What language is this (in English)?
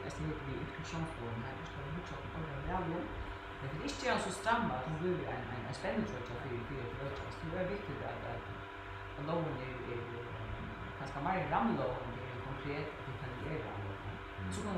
Faroese